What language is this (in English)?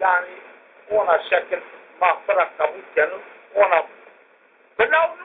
Zaza